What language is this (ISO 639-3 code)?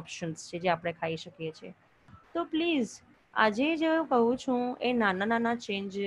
guj